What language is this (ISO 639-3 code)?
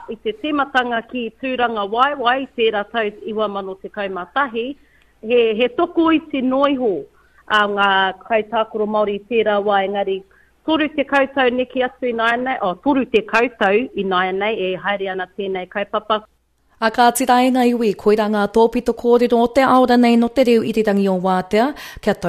mri